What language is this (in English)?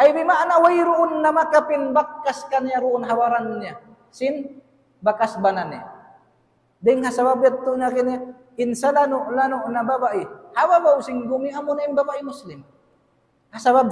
Tausug